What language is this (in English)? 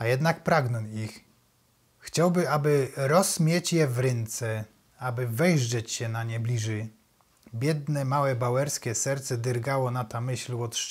Silesian